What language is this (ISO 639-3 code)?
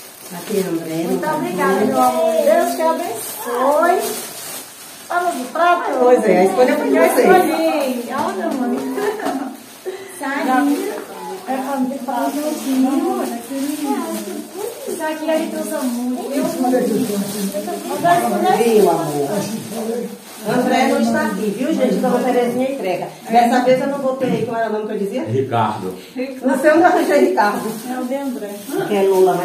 por